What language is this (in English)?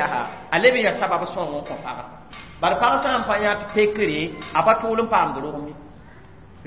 Mossi